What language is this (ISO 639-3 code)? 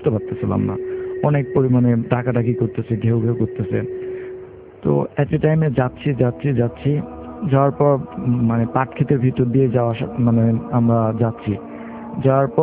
ben